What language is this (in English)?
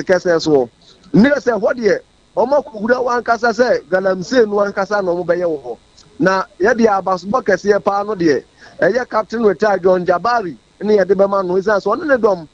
Akan